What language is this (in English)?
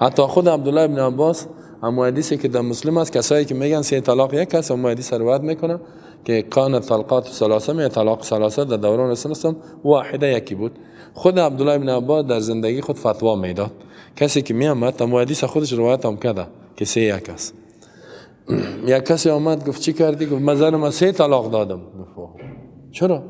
Persian